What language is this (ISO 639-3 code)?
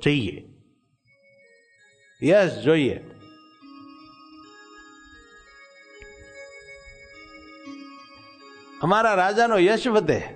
guj